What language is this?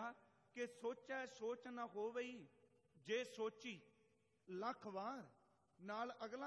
Punjabi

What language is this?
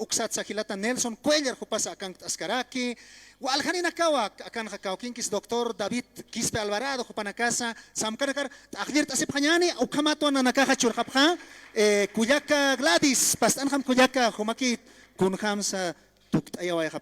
Aymara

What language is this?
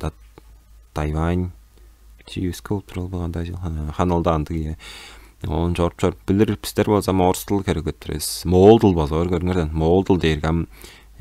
Tuvinian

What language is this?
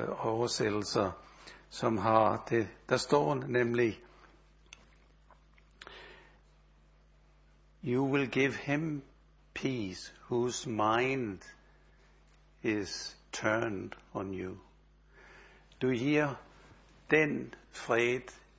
Danish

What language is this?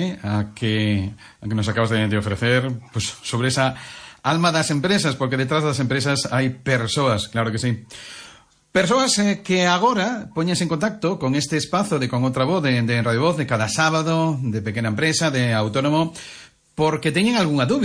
Galician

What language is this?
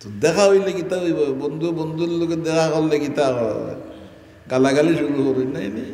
Sylheti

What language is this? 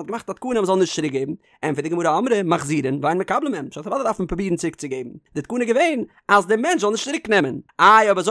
Yiddish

